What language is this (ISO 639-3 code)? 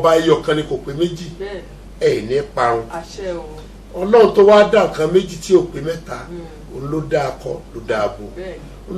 yor